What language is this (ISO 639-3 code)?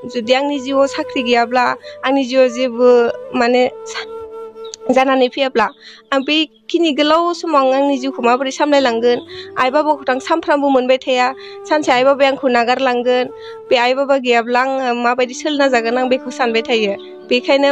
brx